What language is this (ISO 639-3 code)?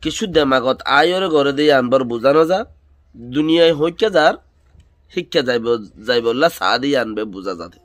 rhg